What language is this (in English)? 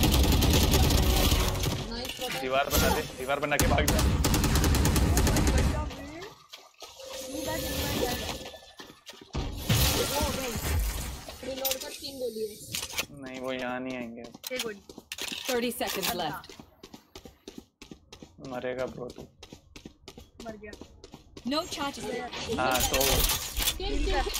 Hindi